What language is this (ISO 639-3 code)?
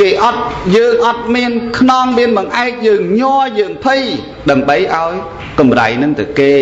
khm